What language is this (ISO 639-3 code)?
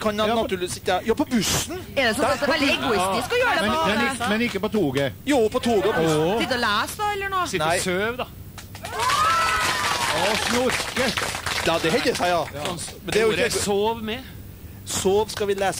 nor